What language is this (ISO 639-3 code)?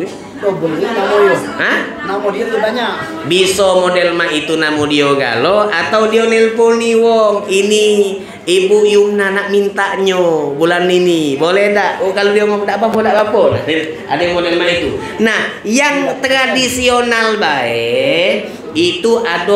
ind